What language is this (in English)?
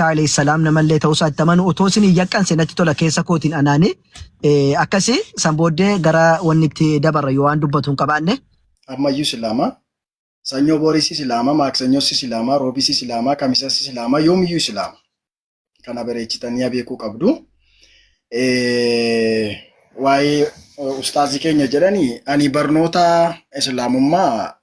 Oromo